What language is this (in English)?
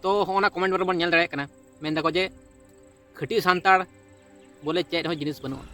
Santali